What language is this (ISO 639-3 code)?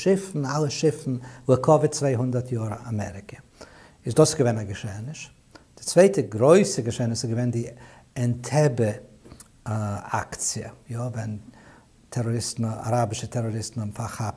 yid